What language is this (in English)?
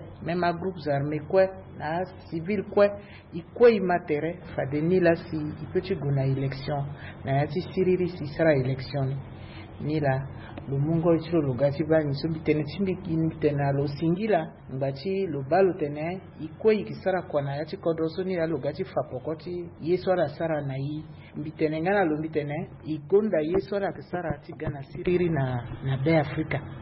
Sango